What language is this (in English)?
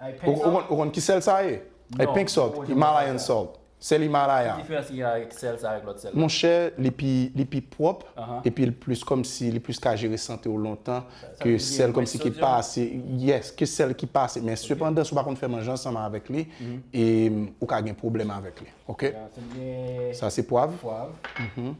Haitian Creole